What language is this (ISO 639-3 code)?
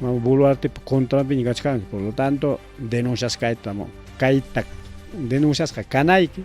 quy